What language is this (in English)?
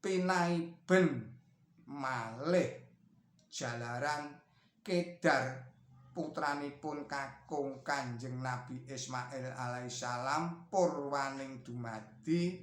Javanese